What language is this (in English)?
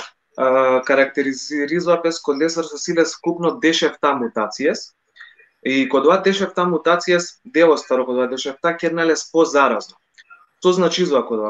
Balkan Romani